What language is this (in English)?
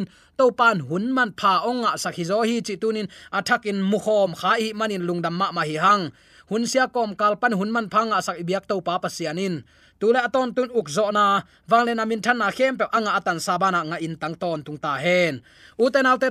Tedim Chin